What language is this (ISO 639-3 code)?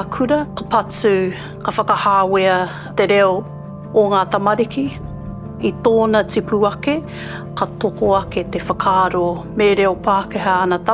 mri